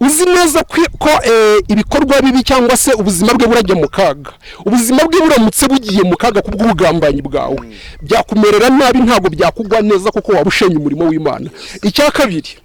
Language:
Kinyarwanda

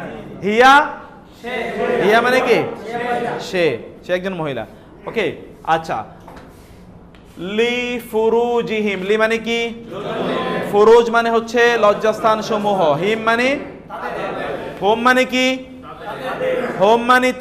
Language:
Bangla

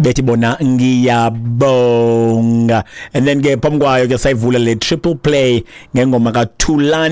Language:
Xhosa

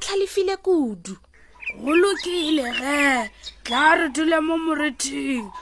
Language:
Northern Sotho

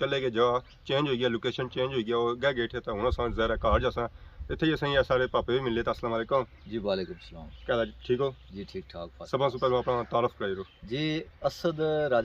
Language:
Pahari-Potwari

